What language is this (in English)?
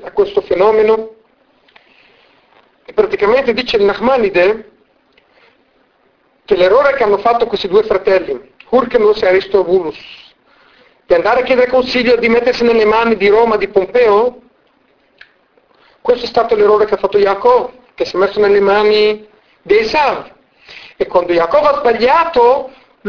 Italian